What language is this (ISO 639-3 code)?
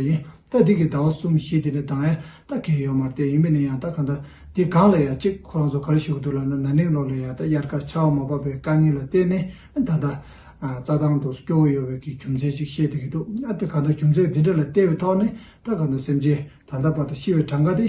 bod